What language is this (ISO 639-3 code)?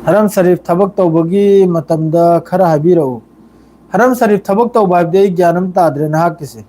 mni